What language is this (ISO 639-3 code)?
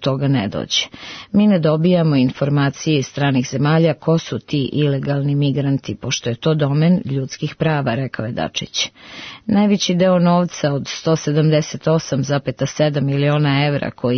srp